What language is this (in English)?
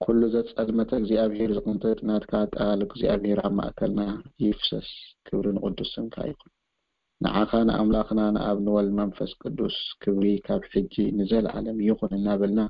Tigrinya